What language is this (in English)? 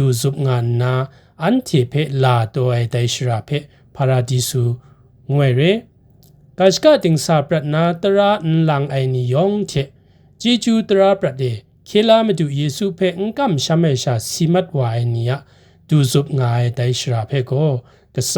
Kachin